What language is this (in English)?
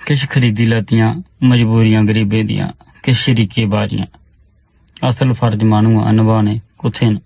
Dogri